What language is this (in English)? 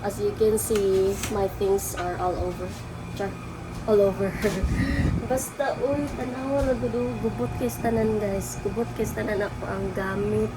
Cebuano